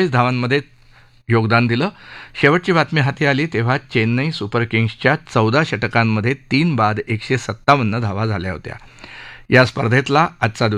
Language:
Marathi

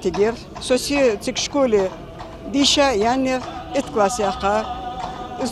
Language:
Ingush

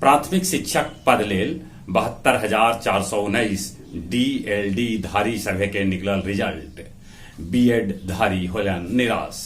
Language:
Magahi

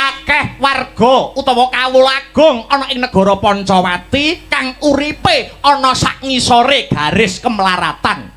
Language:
Javanese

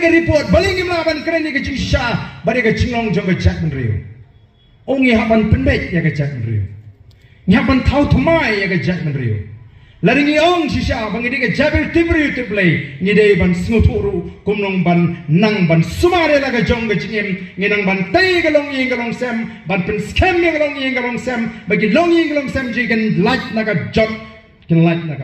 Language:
Khasi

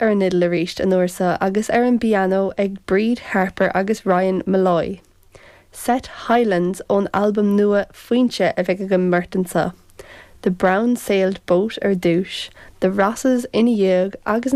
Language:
Irish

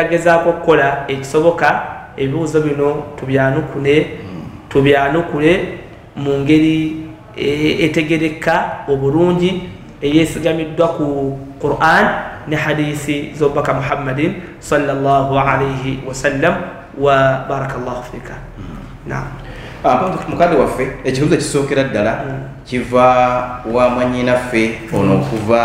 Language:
Ganda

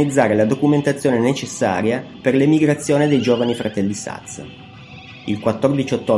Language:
Italian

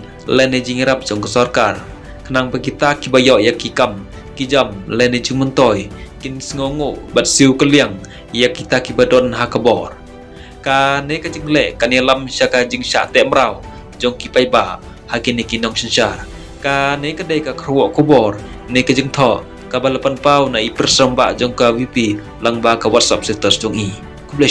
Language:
Khasi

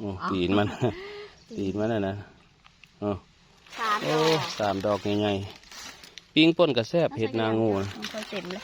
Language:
Northeastern Thai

